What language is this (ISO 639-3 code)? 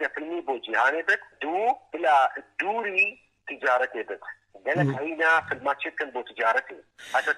kur